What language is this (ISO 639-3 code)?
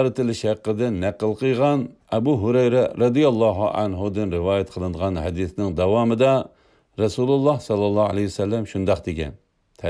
uig